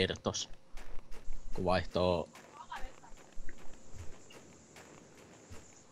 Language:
Finnish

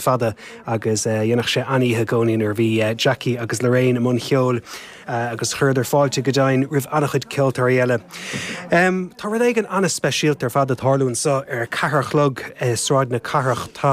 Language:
Irish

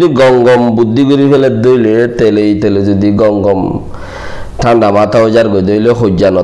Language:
Rohingya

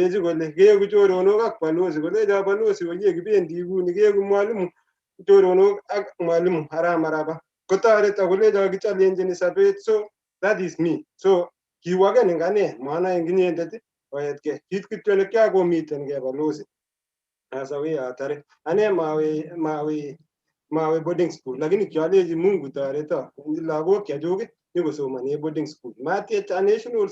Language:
Kalenjin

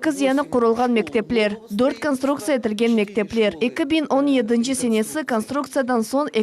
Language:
Crimean Tatar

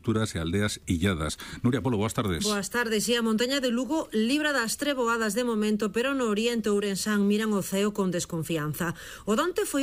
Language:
Galician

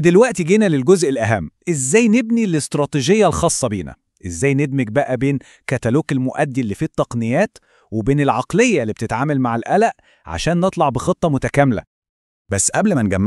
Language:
Egyptian Arabic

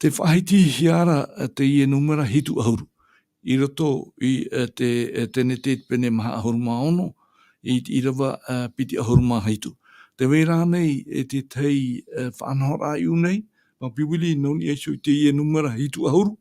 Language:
Tahitian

